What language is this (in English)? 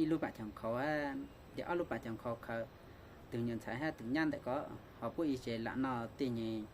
Hmong